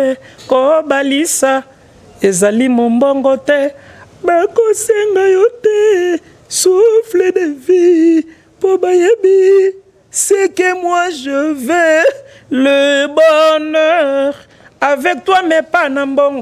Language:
Lingala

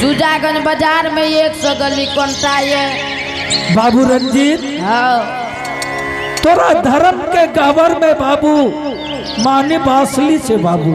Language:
Angika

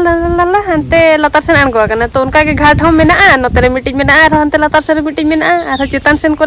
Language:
Santali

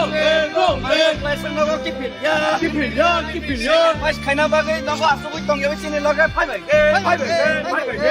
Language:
Kok Borok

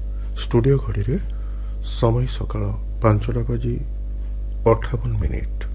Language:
Odia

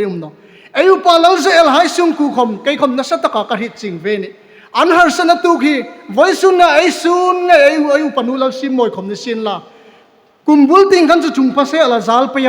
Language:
Hmar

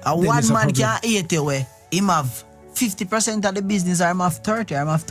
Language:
Jamaican Creole English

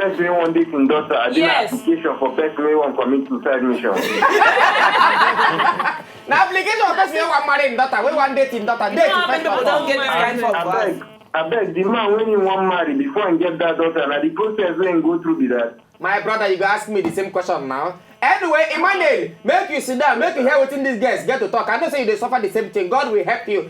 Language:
Nigerian Pidgin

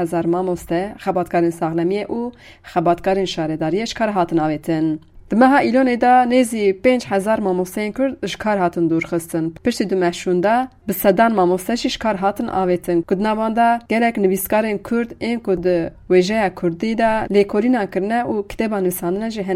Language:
Kurdish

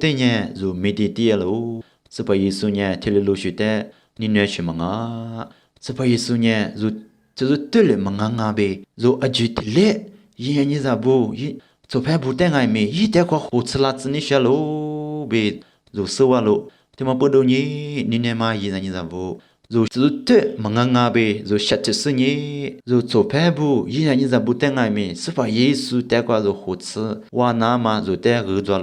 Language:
Lisu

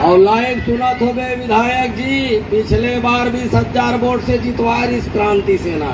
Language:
Chhattisgarhi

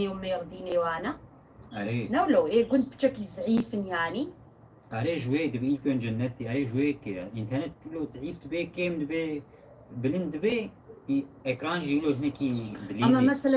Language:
Kurdish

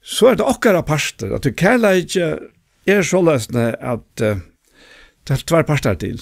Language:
Faroese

